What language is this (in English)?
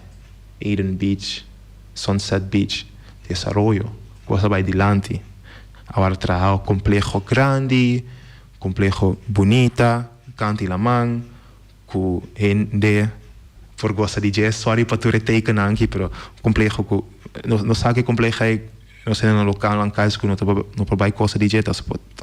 Papiamento